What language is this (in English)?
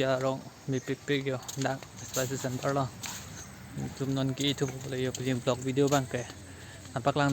Karbi